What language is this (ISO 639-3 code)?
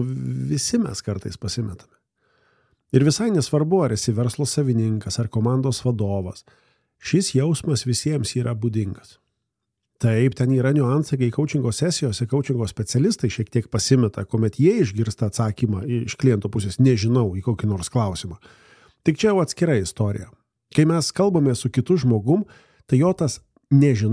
lit